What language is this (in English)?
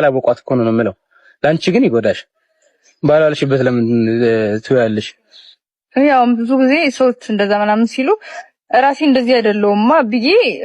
Amharic